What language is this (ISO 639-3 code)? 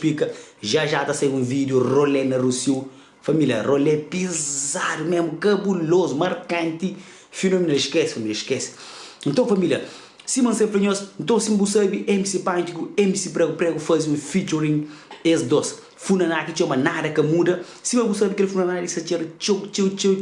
kea